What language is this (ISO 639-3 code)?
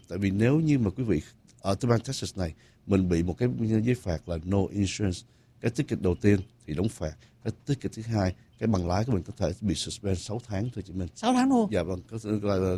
vie